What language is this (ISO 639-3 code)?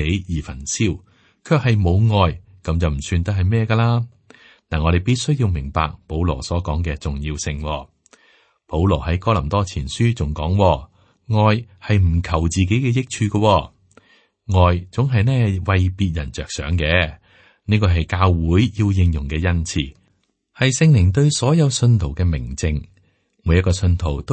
yue